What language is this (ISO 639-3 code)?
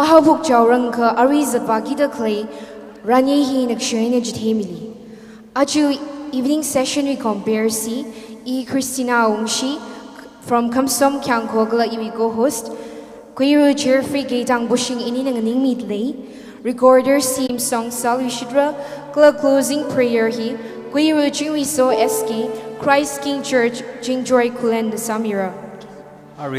nmf